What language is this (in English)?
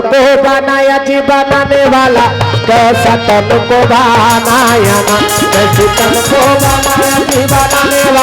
Chhattisgarhi